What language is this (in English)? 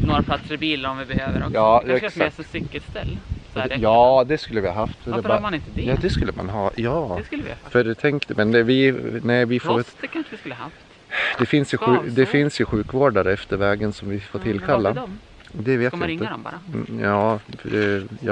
Swedish